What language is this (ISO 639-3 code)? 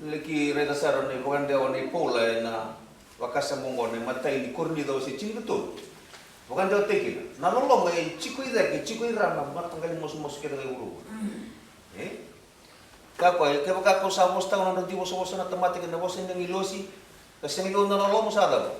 fij